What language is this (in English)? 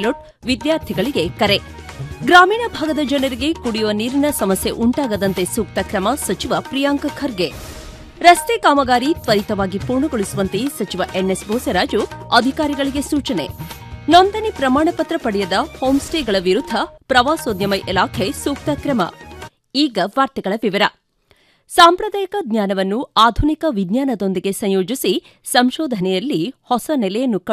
Kannada